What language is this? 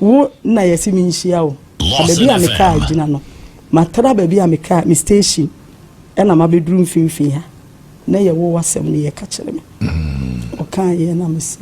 Akan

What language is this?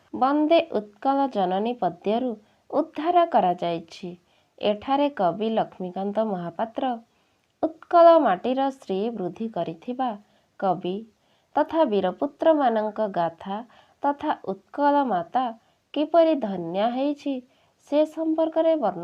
Odia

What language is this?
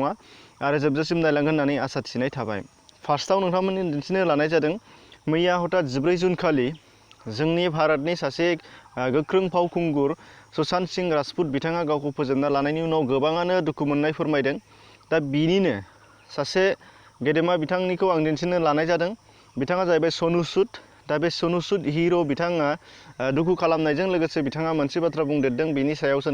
Bodo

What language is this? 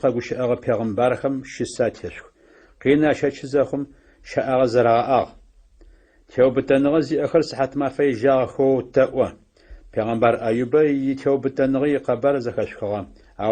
Adyghe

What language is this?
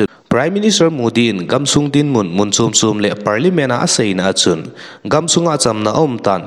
Thado Chin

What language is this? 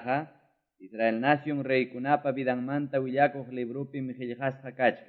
Quechua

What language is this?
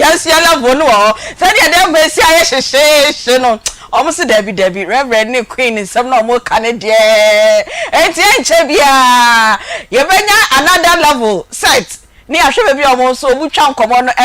Akan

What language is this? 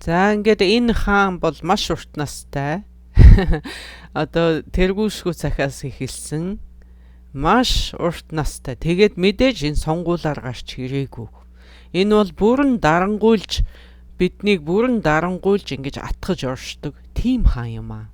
Mongolian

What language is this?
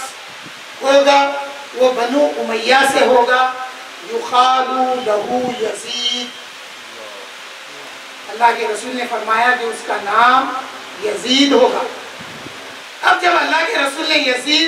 Urdu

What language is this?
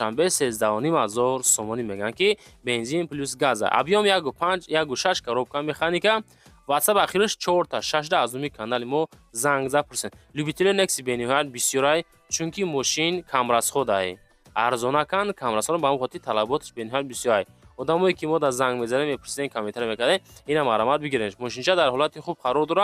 Tajik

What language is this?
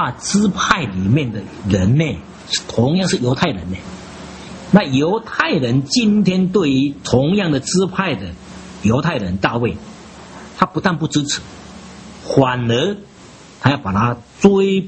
Chinese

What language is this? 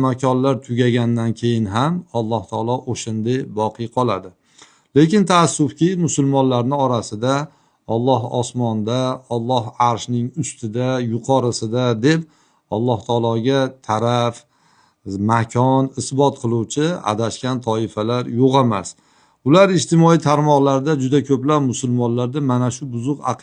Uzbek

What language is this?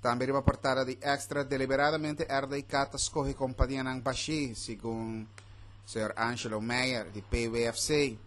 Papiamento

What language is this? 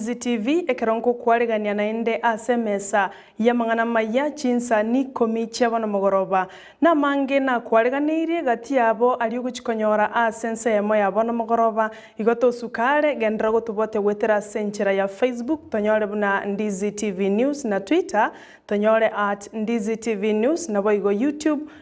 Gusii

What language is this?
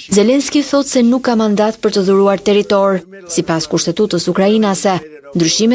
Albanian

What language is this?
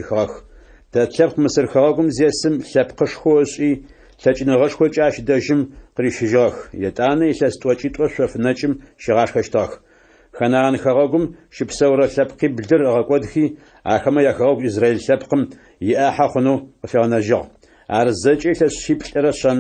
Adyghe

